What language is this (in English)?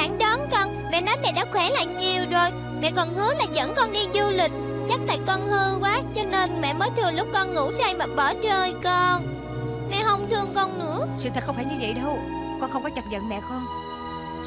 Vietnamese